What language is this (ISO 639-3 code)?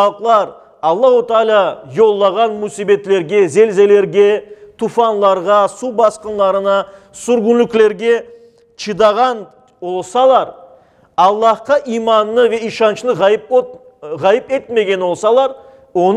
crh